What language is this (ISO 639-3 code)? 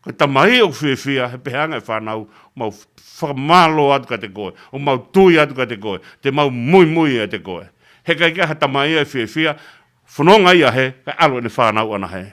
ton